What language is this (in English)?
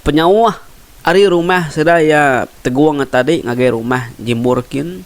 Iban